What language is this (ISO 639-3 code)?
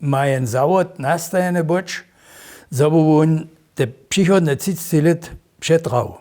hsb